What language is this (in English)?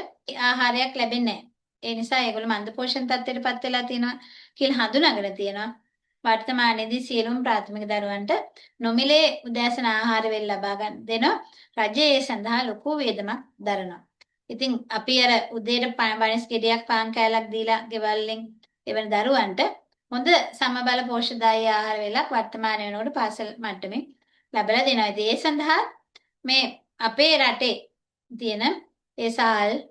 Sinhala